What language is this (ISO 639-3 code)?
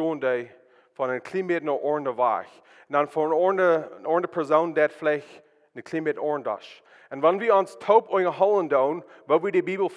pdt